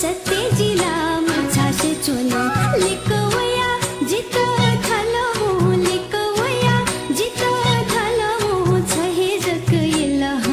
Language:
Newari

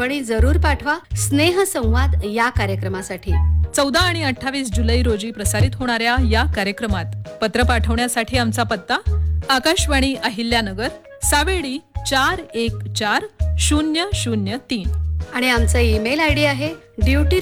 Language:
Marathi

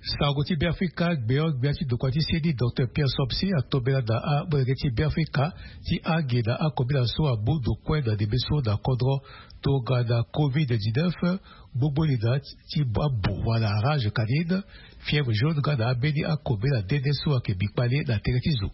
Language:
Sango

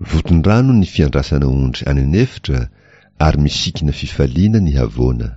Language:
Malagasy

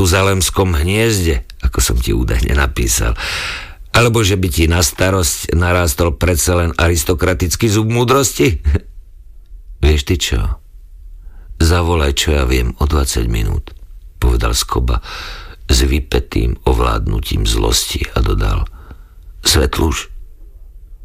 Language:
Slovak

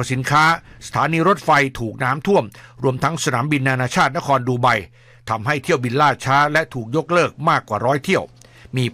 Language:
Thai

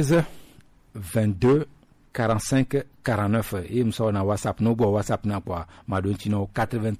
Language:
Gen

